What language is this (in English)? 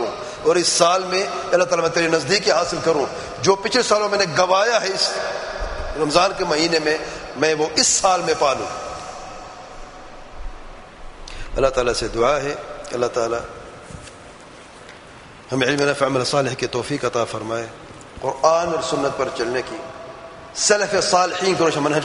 Urdu